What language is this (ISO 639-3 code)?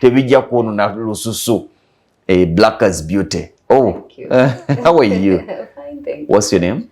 lug